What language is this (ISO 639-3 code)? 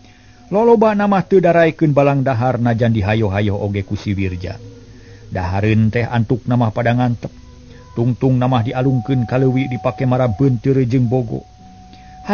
sun